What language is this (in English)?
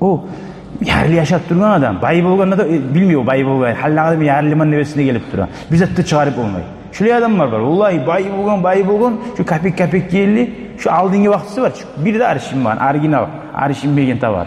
Kumyk